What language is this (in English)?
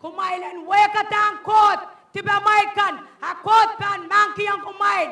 Pohnpeian